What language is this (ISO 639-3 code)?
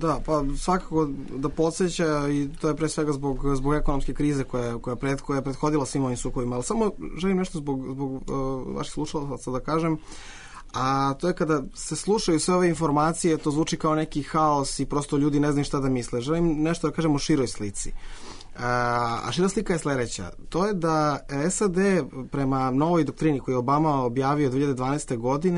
srp